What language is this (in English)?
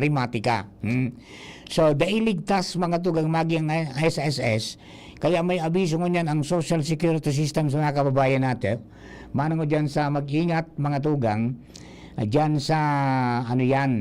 Bikol